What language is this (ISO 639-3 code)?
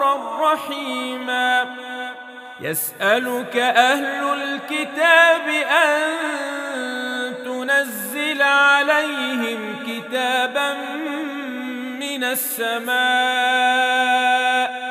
ara